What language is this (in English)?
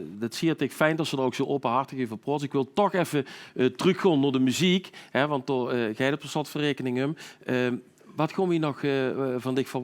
Limburgish